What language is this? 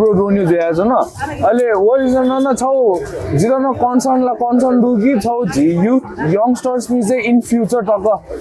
Newari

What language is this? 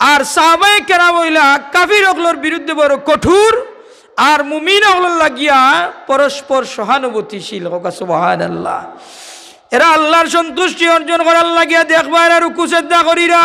Sylheti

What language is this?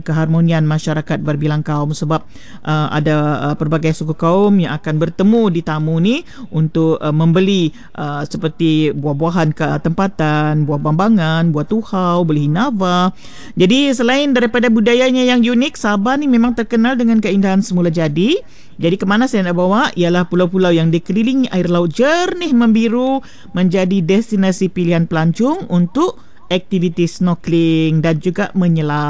Malay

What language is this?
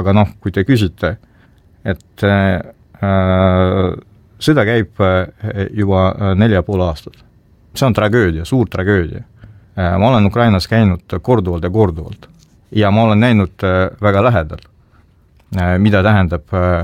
Estonian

